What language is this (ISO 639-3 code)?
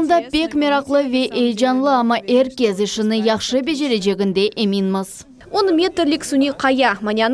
crh